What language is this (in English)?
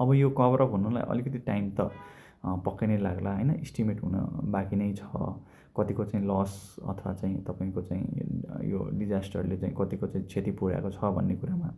Nepali